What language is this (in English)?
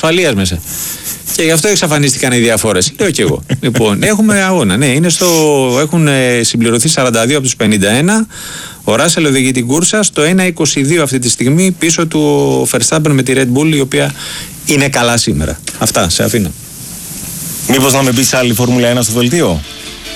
Greek